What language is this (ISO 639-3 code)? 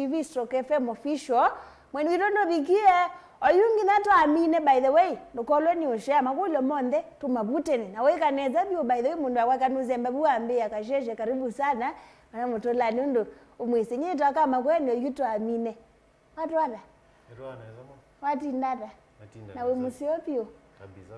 kam